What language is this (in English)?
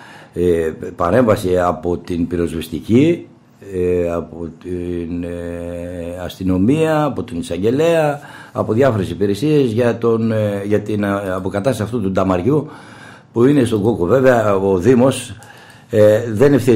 Greek